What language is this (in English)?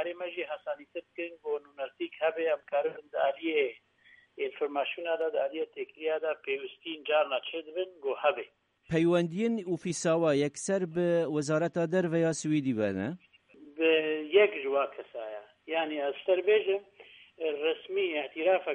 Kurdish